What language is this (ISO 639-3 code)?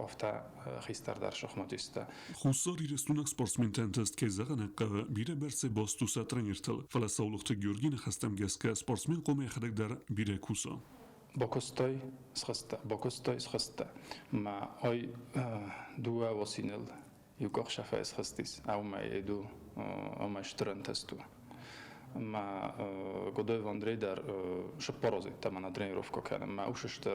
oss